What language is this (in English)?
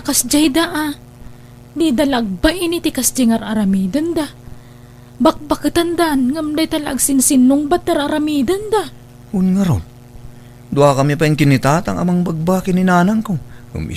Iloko